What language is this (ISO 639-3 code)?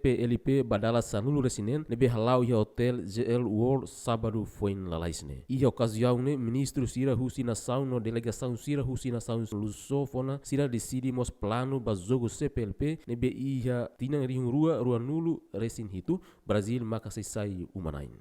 tet